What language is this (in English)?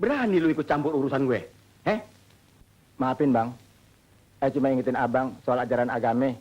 Betawi